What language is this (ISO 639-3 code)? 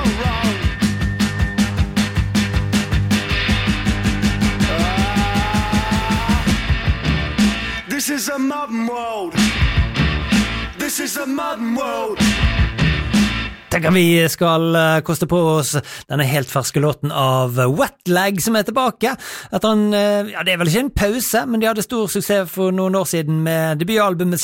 nor